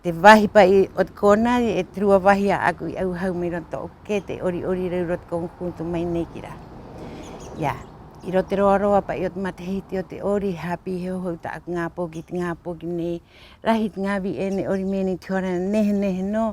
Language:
Rapanui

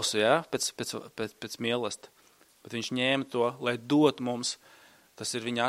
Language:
Latvian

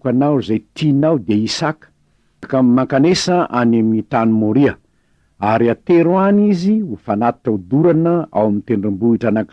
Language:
Malagasy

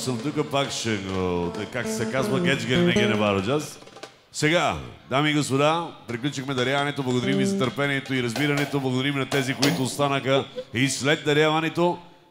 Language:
Bulgarian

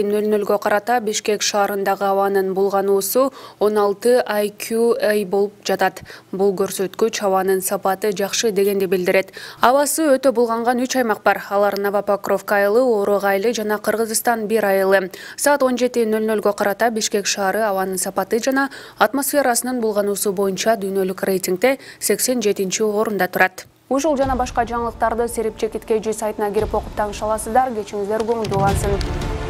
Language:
Kyrgyz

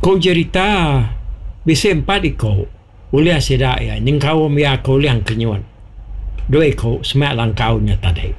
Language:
Iban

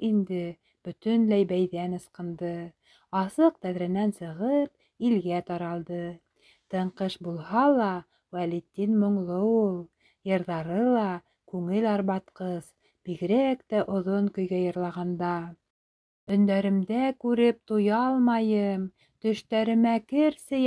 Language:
Bashkir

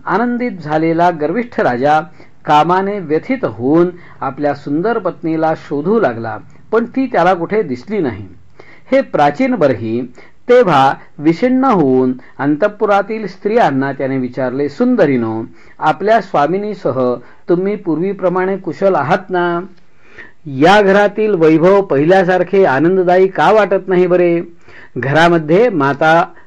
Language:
Marathi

